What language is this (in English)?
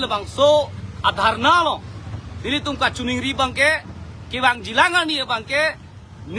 Karbi